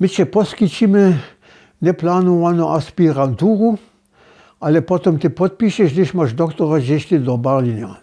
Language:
Upper Sorbian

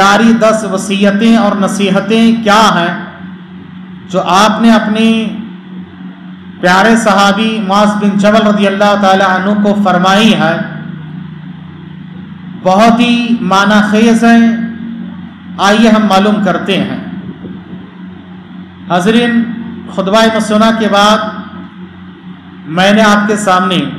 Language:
Urdu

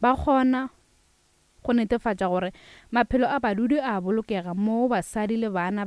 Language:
Northern Sotho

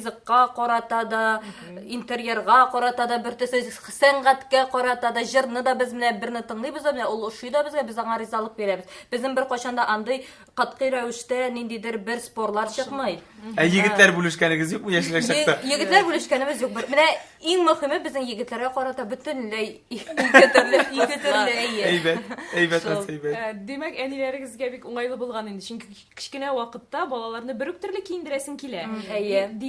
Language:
Tatar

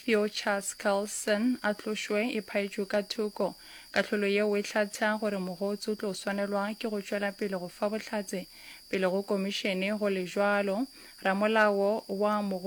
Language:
Northern Sotho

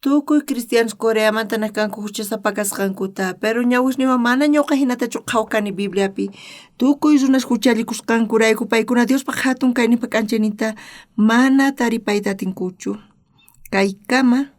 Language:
South Bolivian Quechua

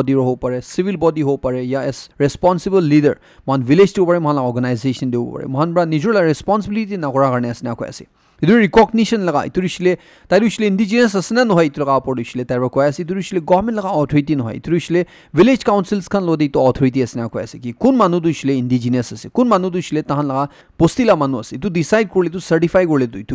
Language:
Naga Pidgin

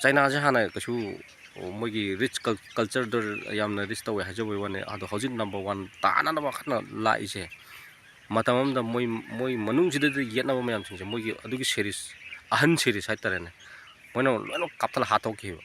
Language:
Manipuri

